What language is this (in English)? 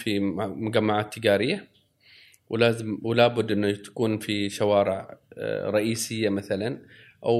Gulf Arabic